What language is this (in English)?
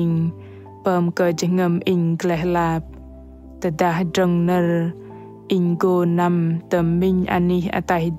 Bahnar